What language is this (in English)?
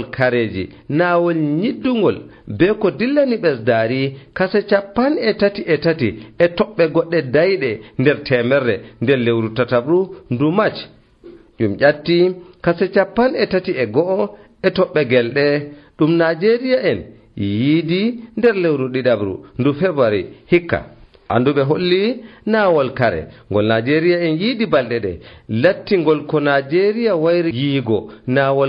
Nigerian Fulfulde